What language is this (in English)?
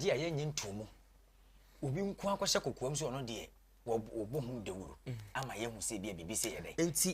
Akan